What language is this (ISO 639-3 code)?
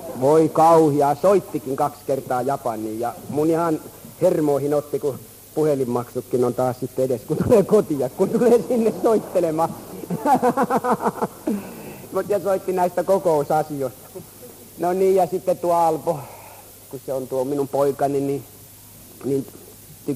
fin